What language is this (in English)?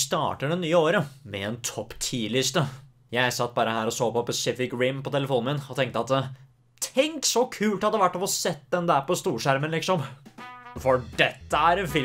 Norwegian